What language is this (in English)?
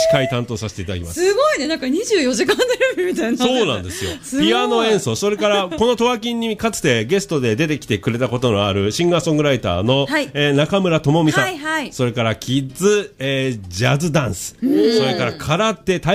Japanese